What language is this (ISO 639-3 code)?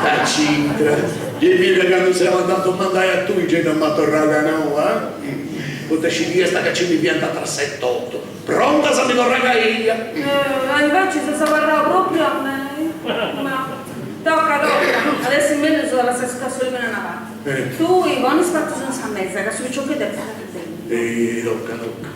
srd